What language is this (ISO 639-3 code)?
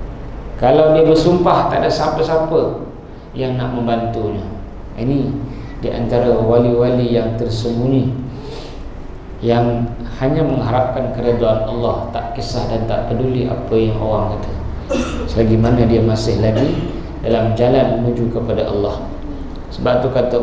msa